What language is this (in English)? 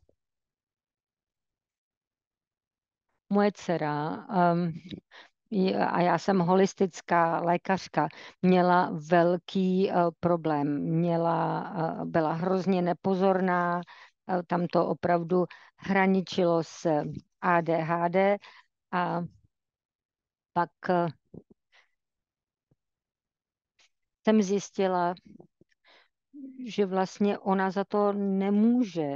Czech